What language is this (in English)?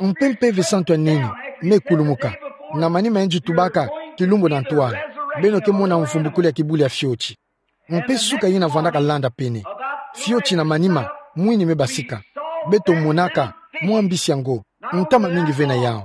Kituba (Democratic Republic of Congo)